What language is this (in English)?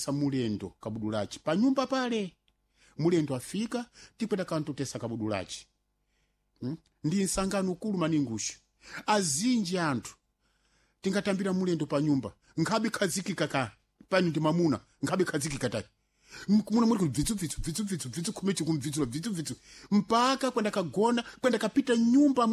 Sena